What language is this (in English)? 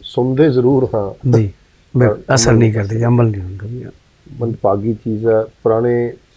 Punjabi